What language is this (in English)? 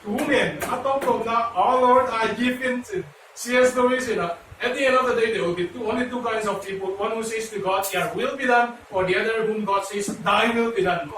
Tedim Chin